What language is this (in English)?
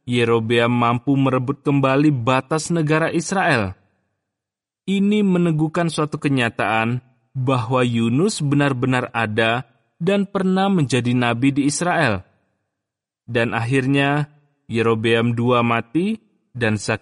Indonesian